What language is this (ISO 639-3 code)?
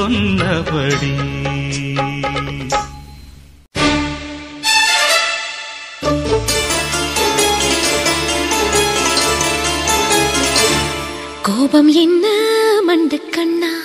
tam